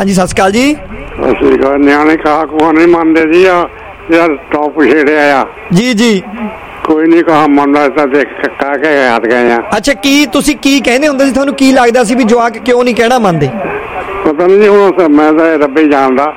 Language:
Punjabi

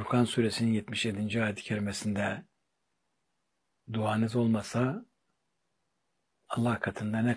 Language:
Turkish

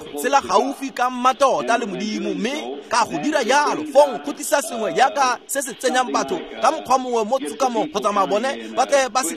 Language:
Tswana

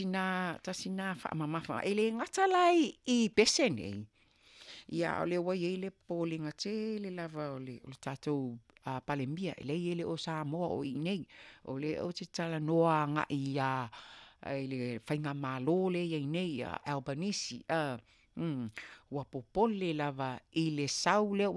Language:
Samoan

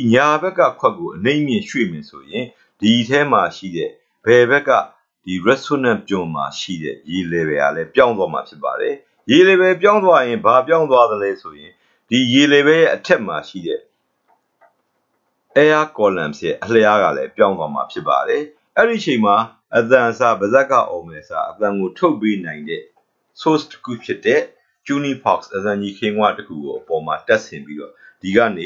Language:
Burmese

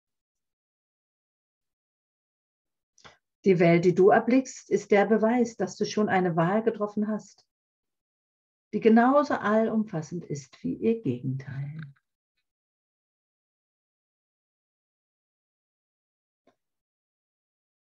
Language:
German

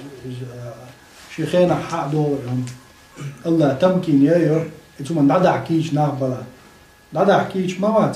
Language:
Chechen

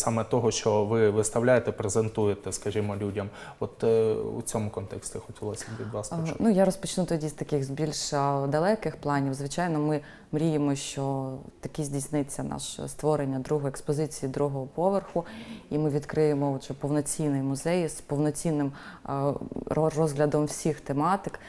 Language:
Ukrainian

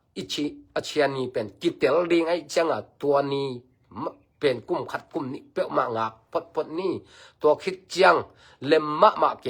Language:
Tedim Chin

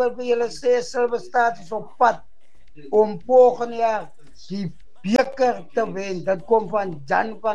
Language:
Afrikaans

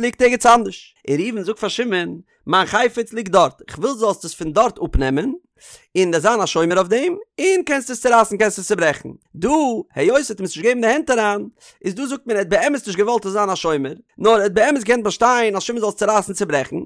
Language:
Yiddish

